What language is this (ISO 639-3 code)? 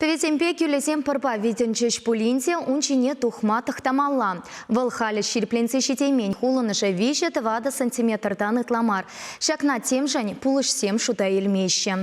chv